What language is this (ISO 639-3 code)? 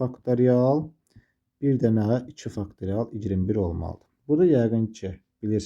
aze